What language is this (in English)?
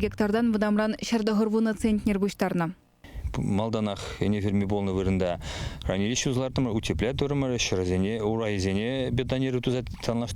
Chuvash